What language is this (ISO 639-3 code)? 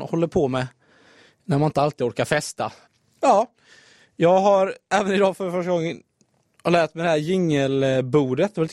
swe